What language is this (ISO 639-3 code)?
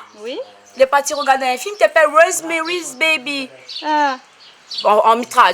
rcf